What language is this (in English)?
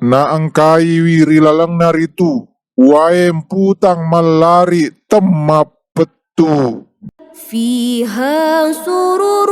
Buginese